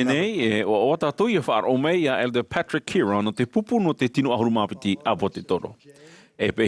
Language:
Tahitian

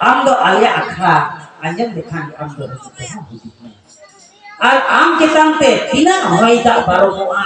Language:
Santali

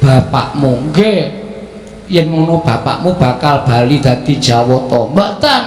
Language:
Javanese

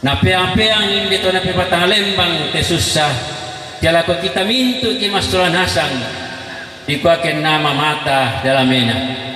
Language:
Toraja-Sa'dan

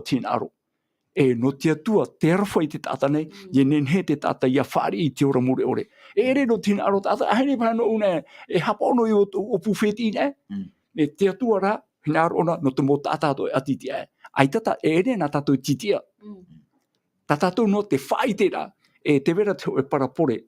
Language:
Tahitian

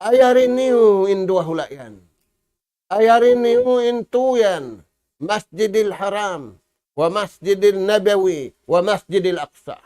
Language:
Tausug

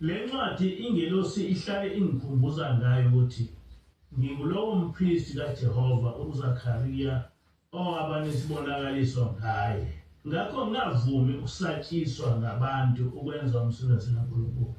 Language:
Zulu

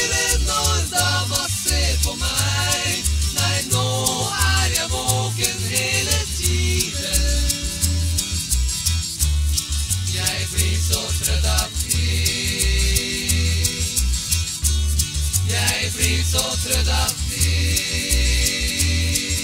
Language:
Norwegian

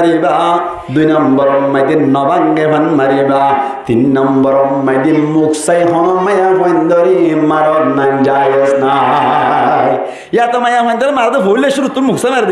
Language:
Rohingya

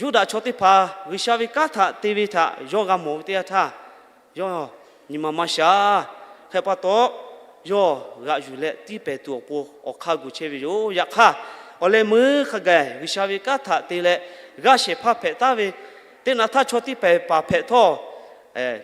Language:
Lahu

